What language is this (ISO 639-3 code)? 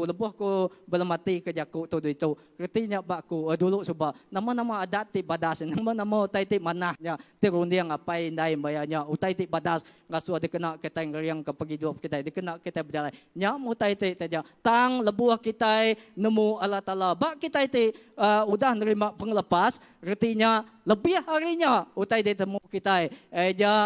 iba